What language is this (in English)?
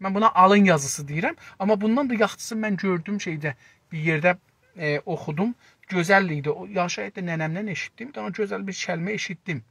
South Azerbaijani